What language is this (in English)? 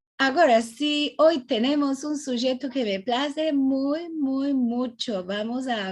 Ladino